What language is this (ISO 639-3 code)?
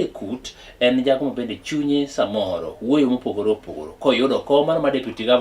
luo